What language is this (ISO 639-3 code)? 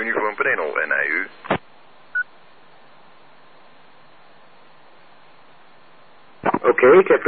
nld